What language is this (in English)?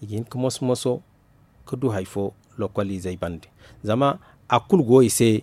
Zarma